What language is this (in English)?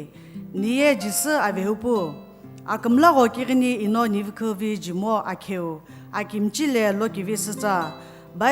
Sumi Naga